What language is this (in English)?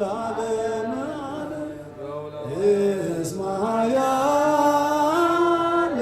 Geez